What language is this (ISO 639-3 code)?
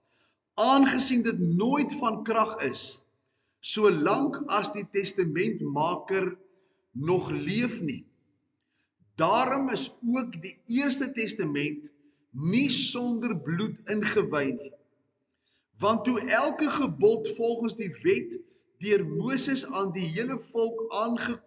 afr